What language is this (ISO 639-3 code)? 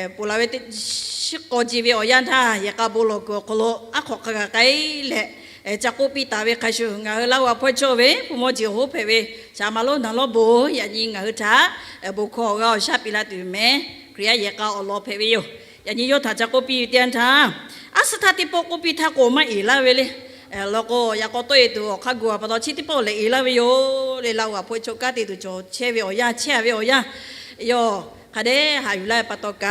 lhu